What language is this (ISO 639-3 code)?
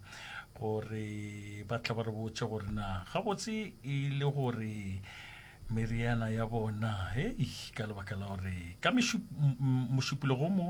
nso